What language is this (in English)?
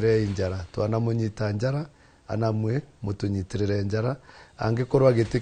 Kikuyu